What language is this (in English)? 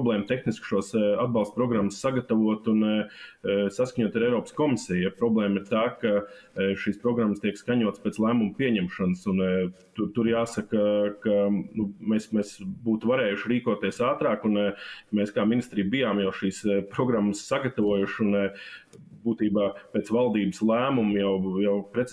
Latvian